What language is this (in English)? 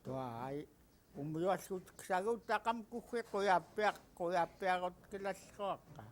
Central Yupik